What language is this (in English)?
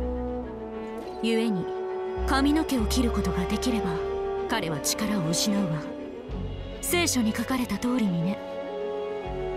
Japanese